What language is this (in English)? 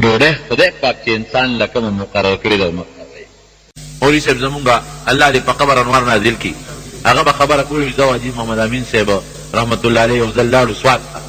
Pashto